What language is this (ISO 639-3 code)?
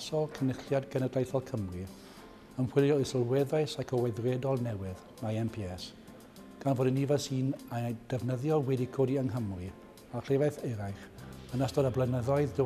cym